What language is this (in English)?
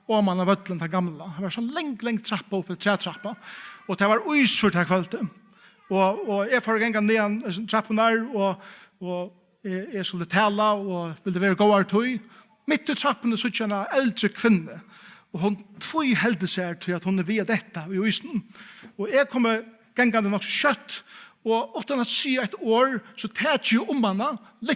Faroese